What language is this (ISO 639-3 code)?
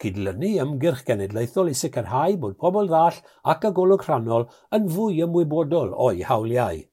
cym